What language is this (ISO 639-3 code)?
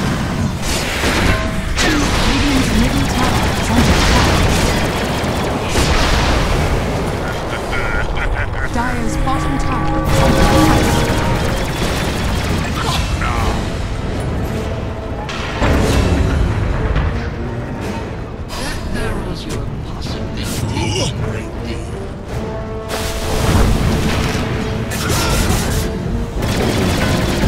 eng